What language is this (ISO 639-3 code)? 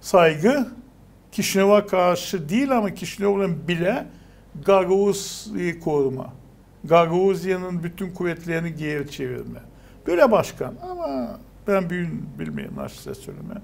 gag